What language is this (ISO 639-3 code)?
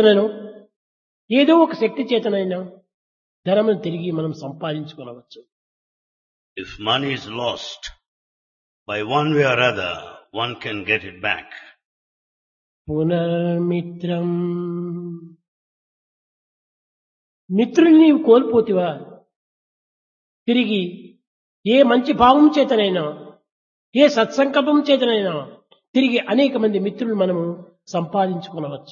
tel